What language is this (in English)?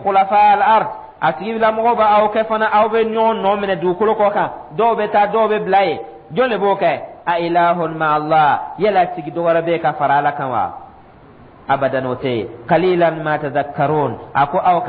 Dyula